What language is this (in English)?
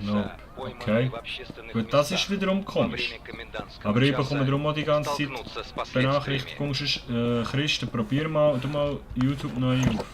Swiss German